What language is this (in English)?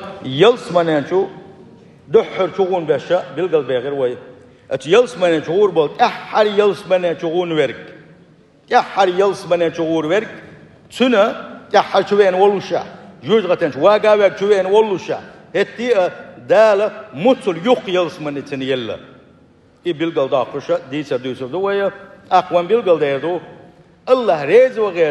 Chechen